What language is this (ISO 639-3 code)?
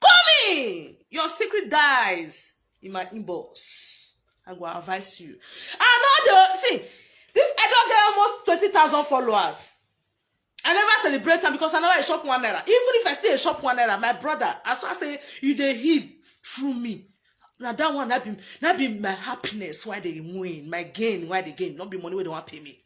pcm